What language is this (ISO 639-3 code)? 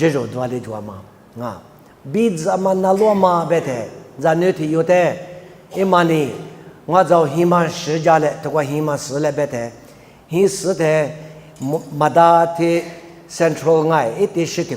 lis